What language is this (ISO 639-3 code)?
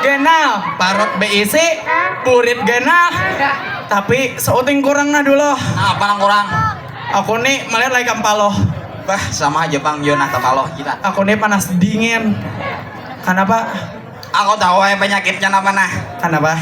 bjn